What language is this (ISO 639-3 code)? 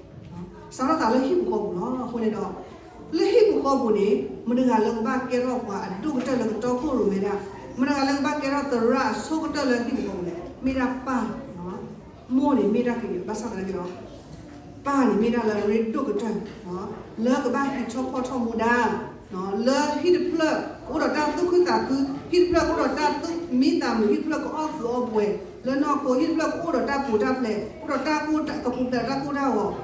ksw